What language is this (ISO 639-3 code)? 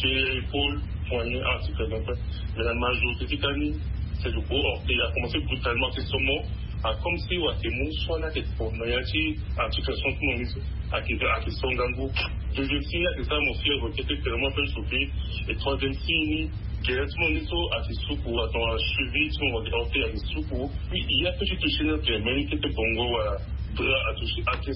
fra